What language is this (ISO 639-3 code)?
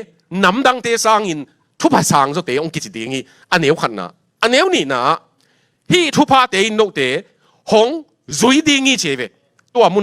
ctd